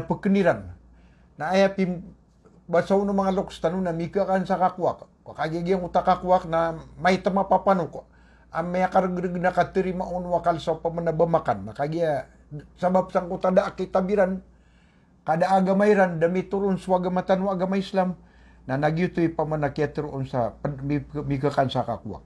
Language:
Maranao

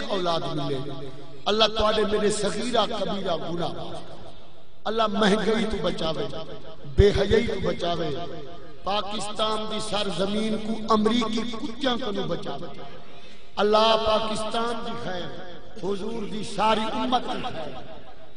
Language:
Saraiki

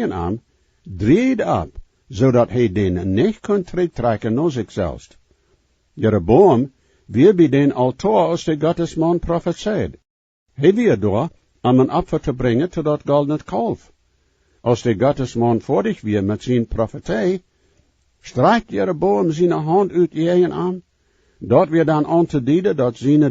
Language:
Plautdietsch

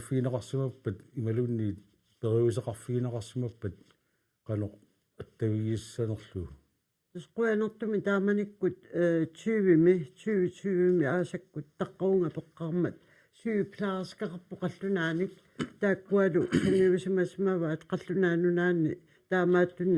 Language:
Kalaallisut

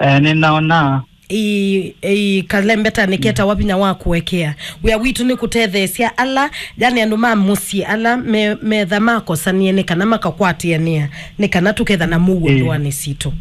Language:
Kamba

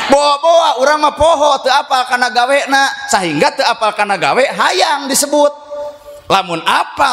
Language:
Sundanese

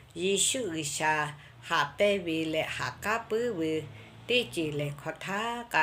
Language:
Lahu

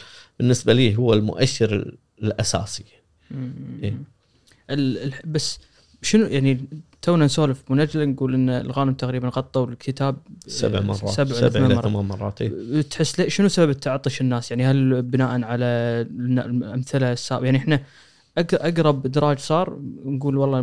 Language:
Gulf Arabic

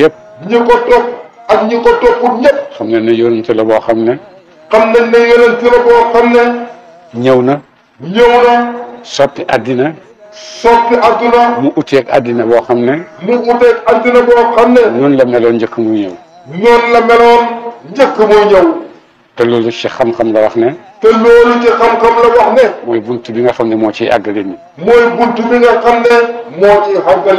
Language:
Wolof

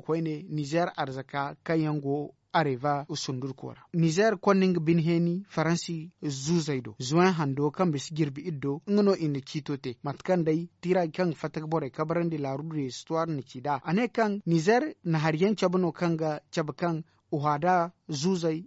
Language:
Zarma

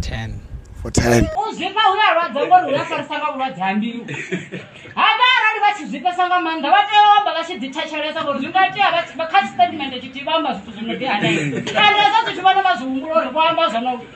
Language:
Venda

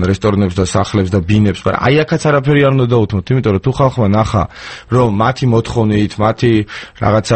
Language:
Georgian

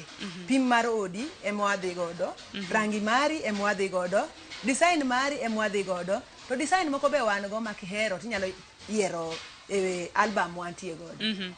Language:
Luo (Kenya and Tanzania)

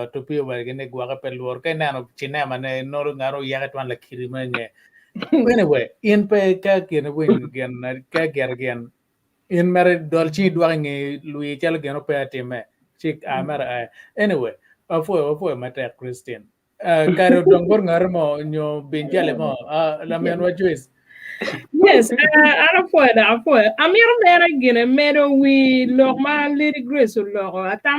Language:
Acoli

